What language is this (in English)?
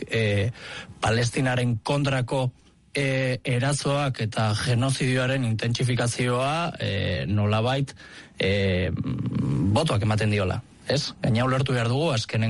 Basque